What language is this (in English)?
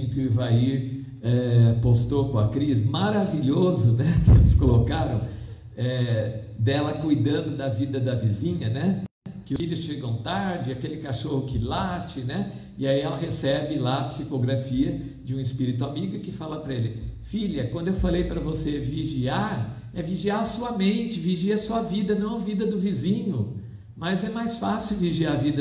Portuguese